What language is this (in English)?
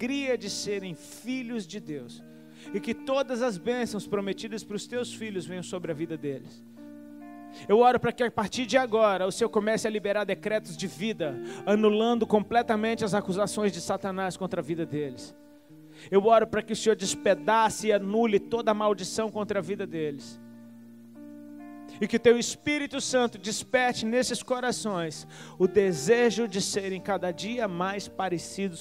Portuguese